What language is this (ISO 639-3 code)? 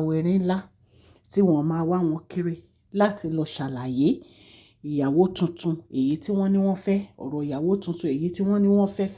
yor